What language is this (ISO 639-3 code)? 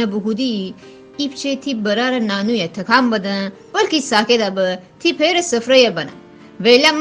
glk